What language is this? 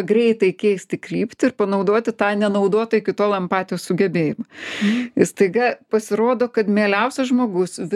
Lithuanian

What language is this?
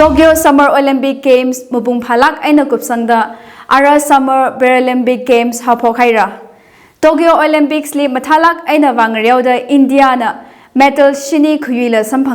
Tangkhul Naga (India)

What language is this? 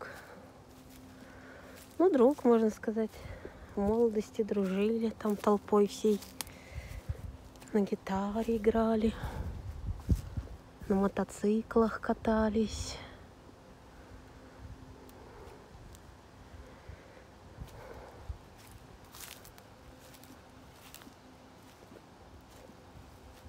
Russian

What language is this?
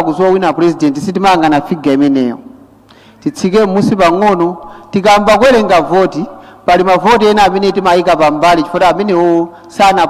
Nyanja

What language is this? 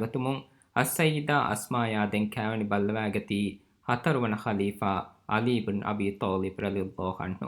Divehi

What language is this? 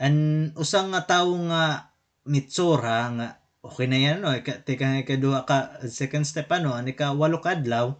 Waray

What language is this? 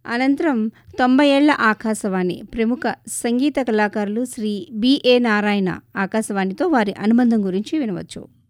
Telugu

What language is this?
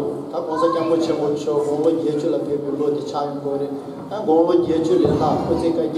Tibetan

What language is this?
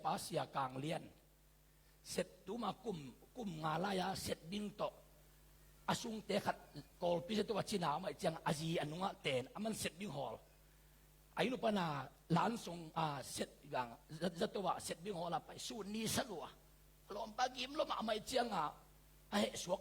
Tedim Chin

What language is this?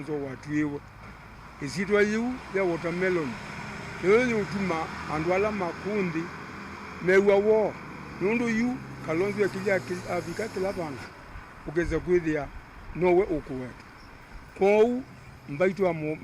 Kamba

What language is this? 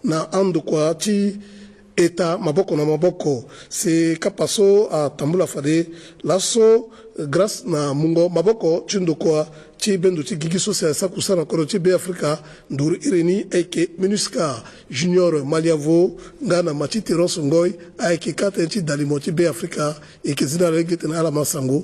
Sango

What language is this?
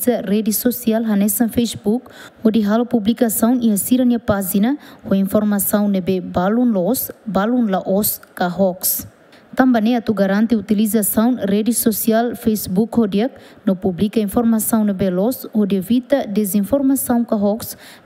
Tetum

